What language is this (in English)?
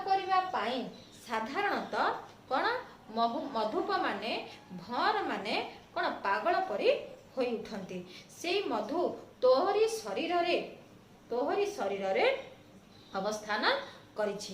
Odia